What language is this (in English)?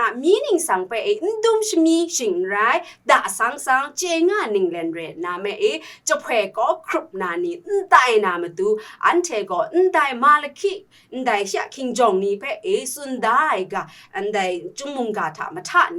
Kachin